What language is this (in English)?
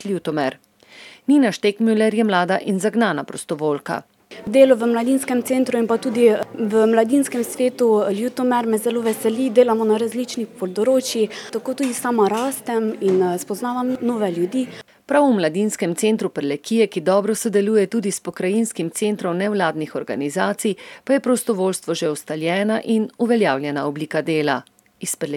Slovenian